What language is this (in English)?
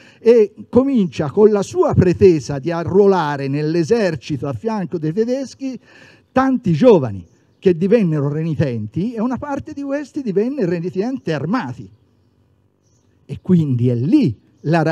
Italian